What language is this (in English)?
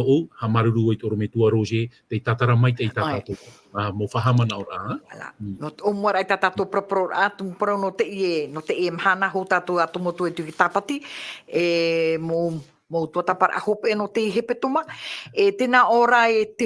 Tahitian